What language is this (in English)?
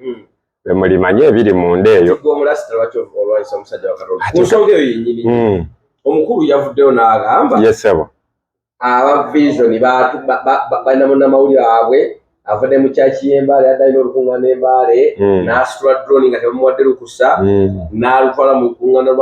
Ganda